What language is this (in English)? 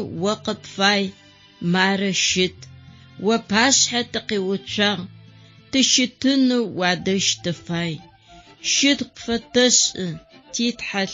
Adyghe